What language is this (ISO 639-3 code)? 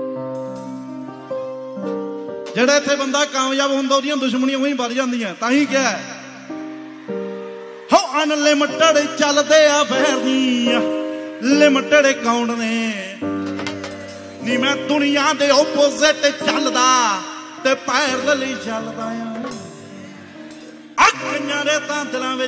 pan